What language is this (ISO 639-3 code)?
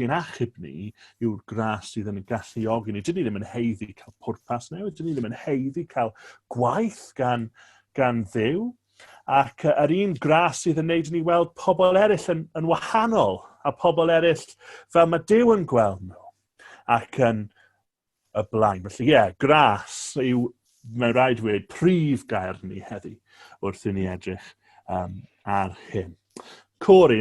cym